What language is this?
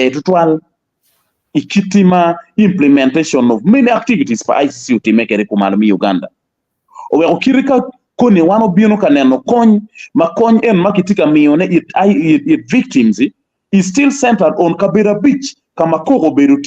Acoli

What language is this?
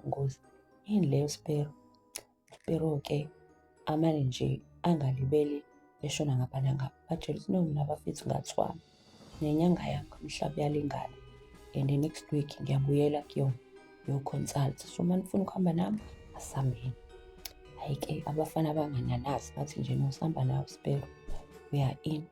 Zulu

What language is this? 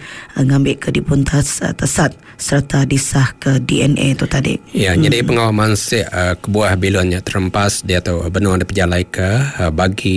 Iban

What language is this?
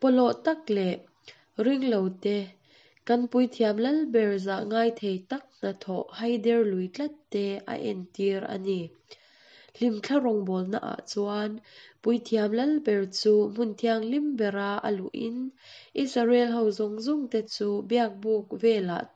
Hakha Chin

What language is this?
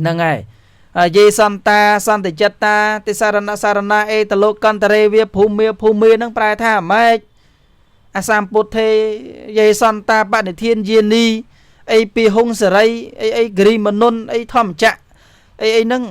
Khmer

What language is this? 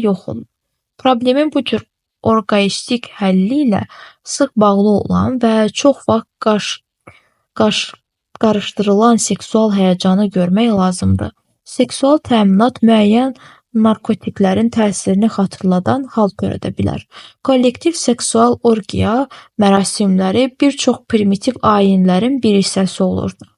Azerbaijani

